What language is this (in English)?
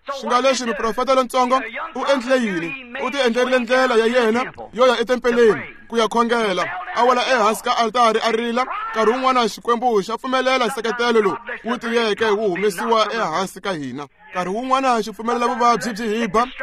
Tsonga